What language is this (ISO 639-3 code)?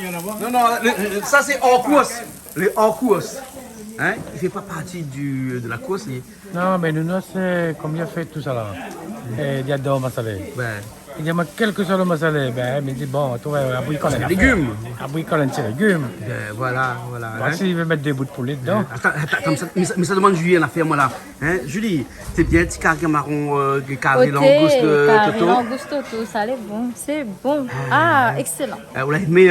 rcf